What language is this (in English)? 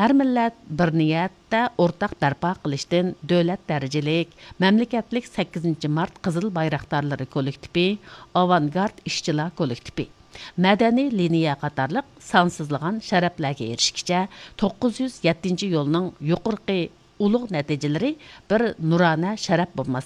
Uyghur